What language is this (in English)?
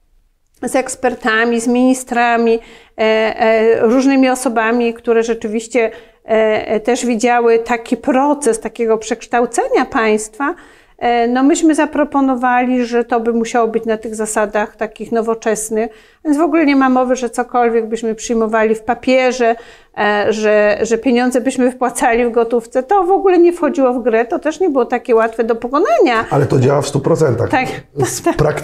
Polish